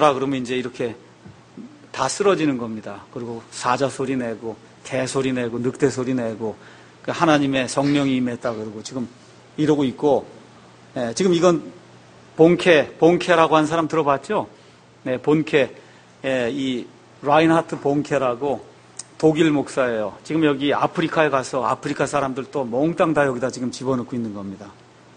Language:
Korean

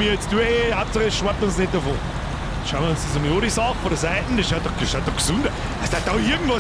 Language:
Bavarian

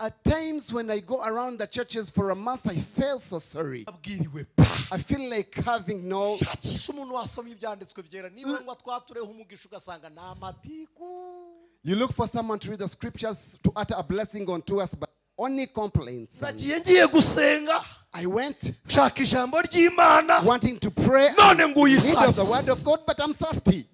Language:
Kinyarwanda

